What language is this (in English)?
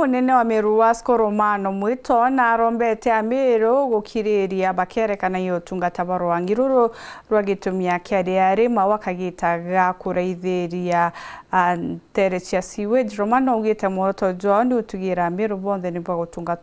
Meru